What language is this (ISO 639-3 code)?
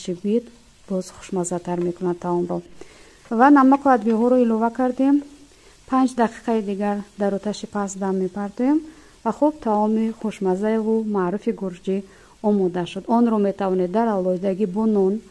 tgk